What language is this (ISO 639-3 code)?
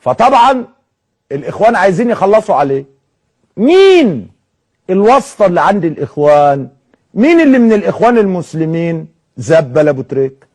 arz